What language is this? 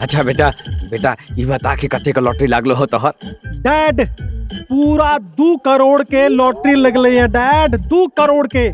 Maithili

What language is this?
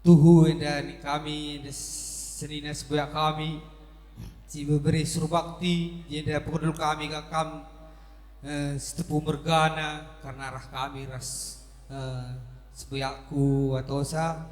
Batak Karo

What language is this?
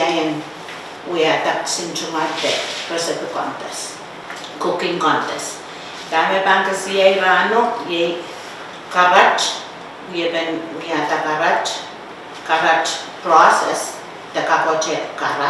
Pohnpeian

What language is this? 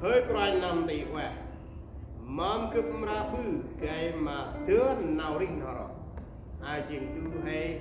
Central Mnong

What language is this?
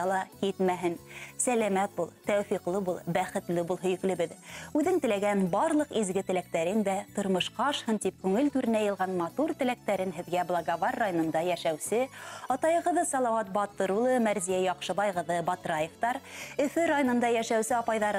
Bashkir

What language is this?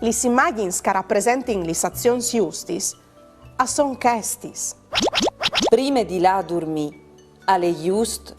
Friulian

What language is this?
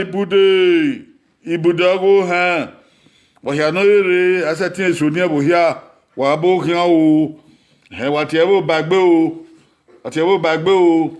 Bini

